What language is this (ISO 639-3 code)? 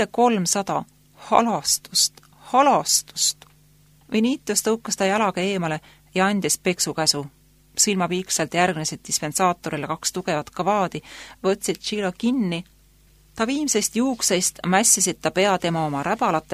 est